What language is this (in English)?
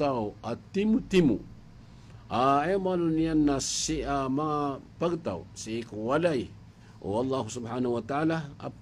Maranao